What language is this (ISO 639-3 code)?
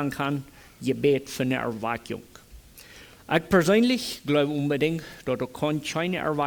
pdt